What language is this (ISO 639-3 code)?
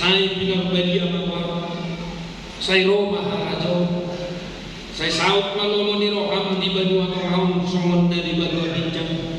bbc